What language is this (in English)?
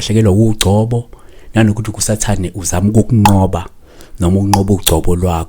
Zulu